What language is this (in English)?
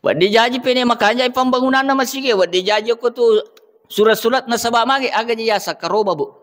Buginese